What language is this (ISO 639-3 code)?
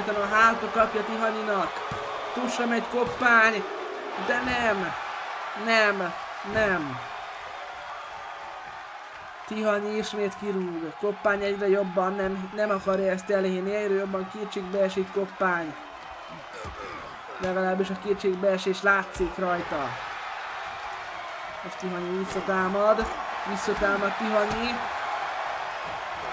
hun